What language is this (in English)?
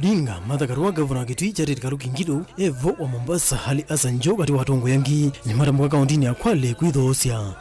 Kamba